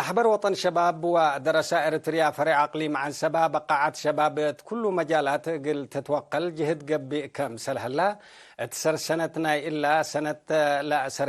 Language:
Tigre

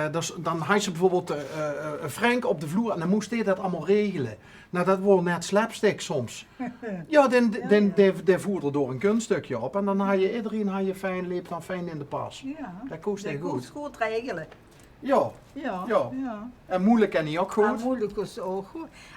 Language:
Limburgish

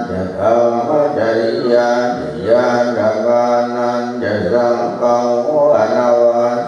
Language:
Pali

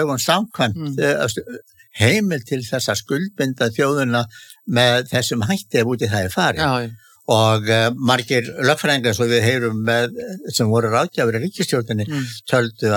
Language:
Icelandic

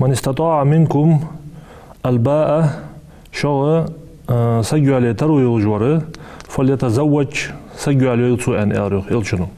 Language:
Ingush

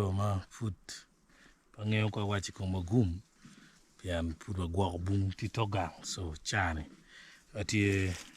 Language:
Acoli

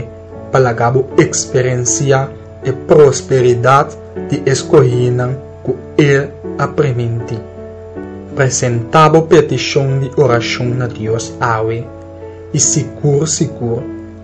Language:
Papiamento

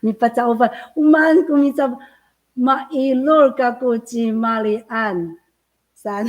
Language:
Amis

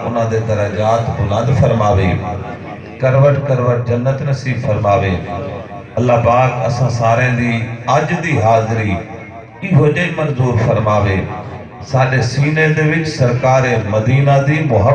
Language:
Saraiki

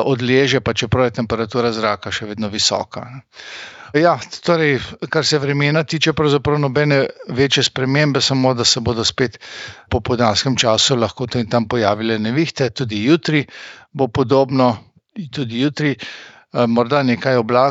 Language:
Slovenian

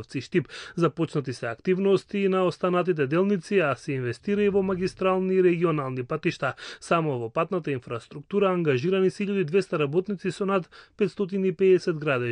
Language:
Macedonian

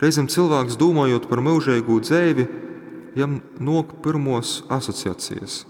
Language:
Latgalian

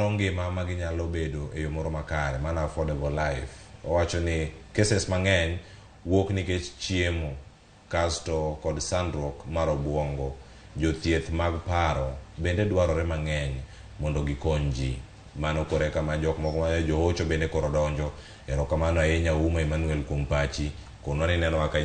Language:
Luo (Kenya and Tanzania)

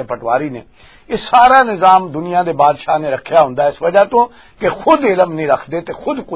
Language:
Western Panjabi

